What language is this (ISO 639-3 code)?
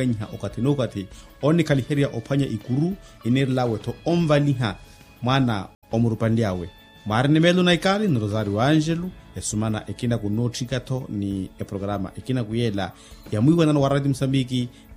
vmw